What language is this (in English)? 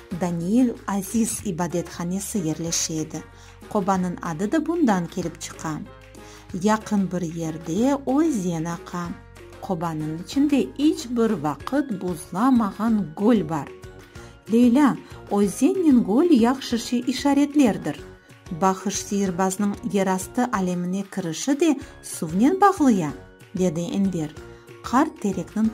Crimean Tatar